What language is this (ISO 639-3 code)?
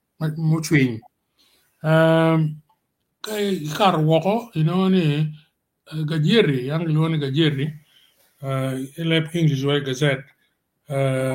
ach